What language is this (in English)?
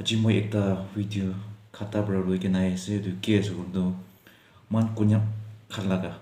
Naga Pidgin